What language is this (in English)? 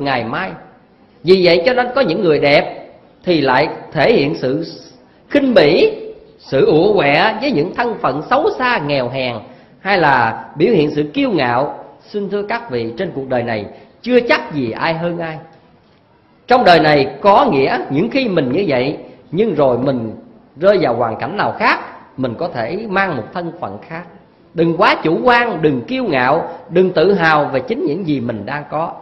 Vietnamese